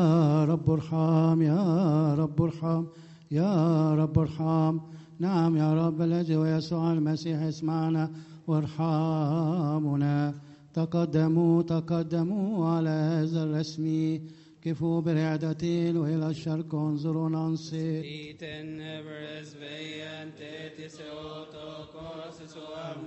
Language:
Arabic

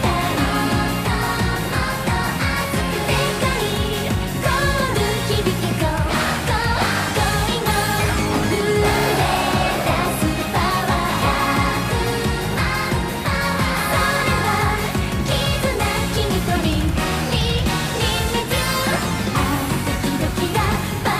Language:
Japanese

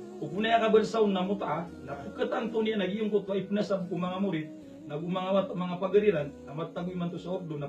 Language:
Maranao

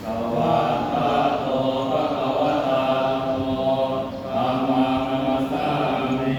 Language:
Pali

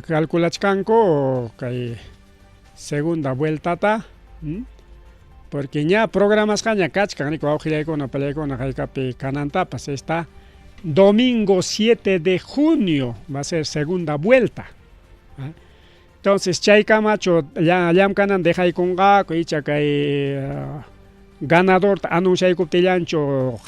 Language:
Ayacucho Quechua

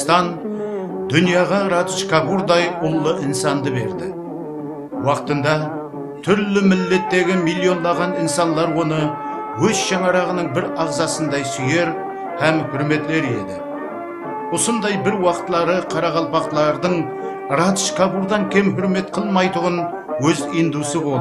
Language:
Kara-Kalpak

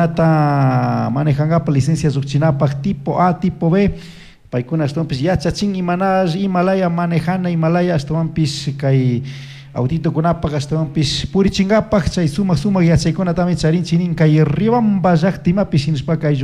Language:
Chimborazo Highland Quichua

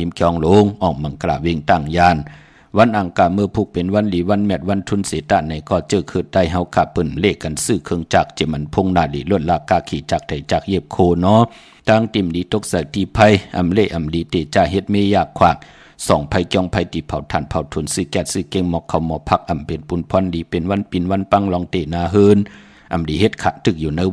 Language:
Shan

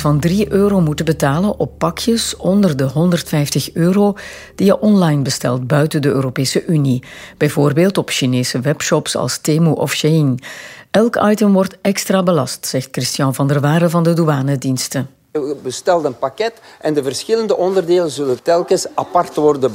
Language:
Dutch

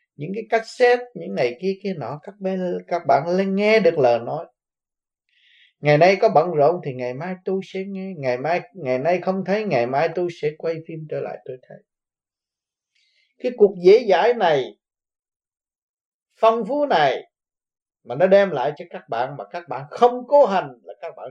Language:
Vietnamese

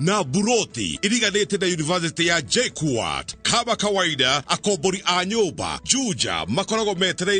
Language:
Kikuyu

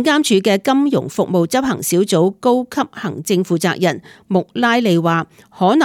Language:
Cantonese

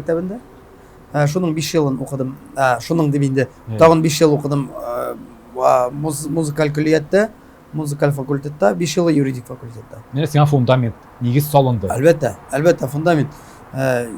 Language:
Tatar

